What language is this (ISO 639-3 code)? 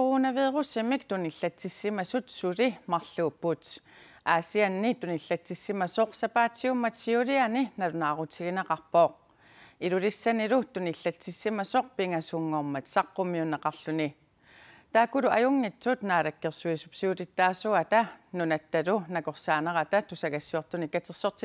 kal